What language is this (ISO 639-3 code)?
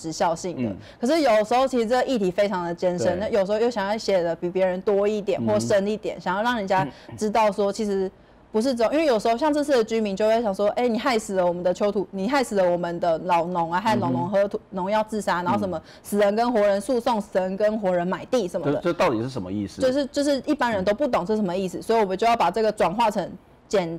zho